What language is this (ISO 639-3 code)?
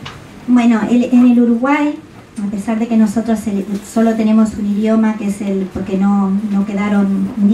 spa